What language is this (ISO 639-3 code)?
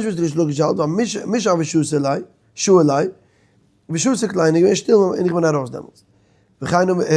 yid